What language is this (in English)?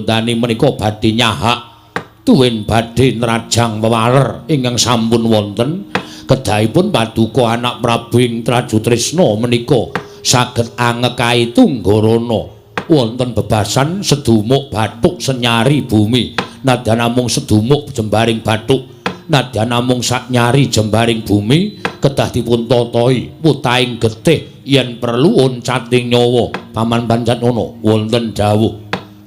Javanese